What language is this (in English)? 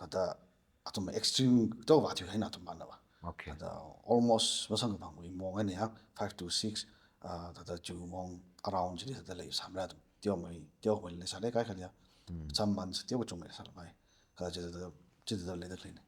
Tangkhul Naga (India)